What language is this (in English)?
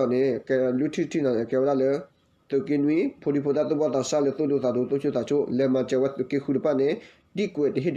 S'gaw Karen